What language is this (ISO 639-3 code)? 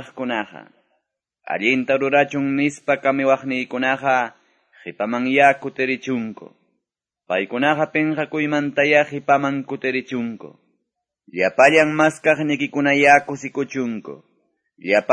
que